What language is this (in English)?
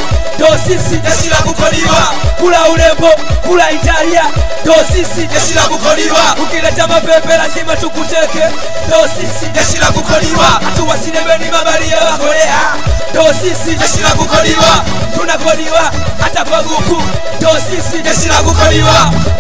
Swahili